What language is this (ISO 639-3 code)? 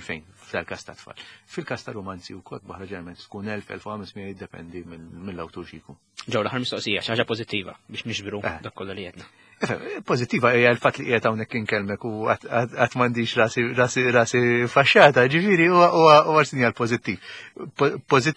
mlt